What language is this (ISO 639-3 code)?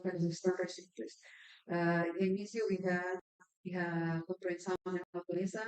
tet